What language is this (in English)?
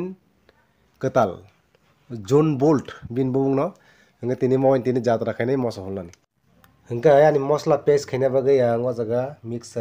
Kok Borok